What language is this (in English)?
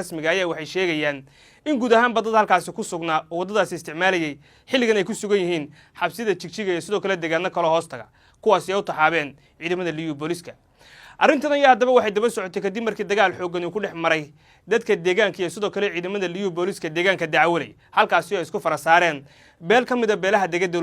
Somali